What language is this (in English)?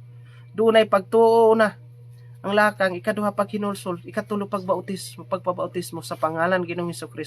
Cebuano